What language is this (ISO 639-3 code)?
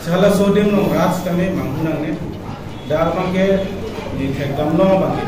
mjw